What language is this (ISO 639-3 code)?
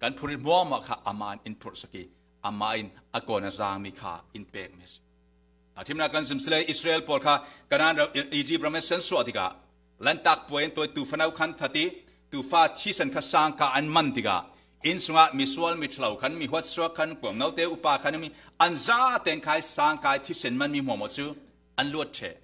cfm